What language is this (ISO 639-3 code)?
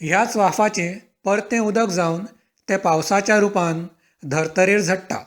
kok